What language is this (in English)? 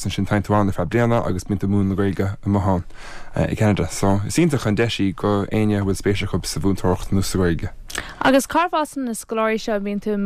Irish